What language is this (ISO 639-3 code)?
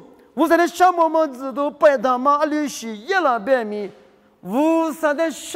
lis